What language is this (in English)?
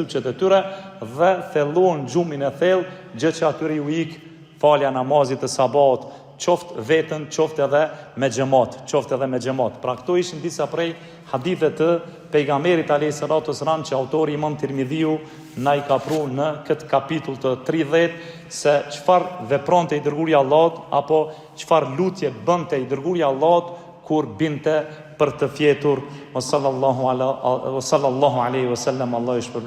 Albanian